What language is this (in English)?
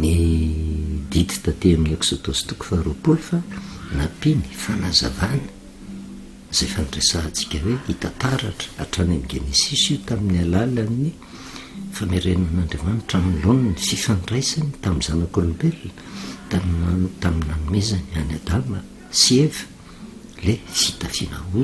Malagasy